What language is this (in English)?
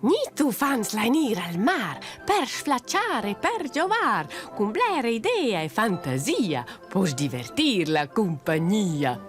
Romansh